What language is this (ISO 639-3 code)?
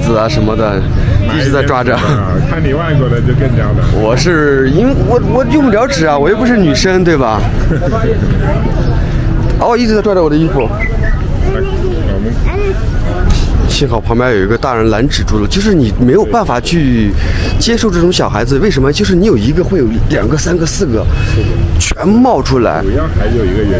zho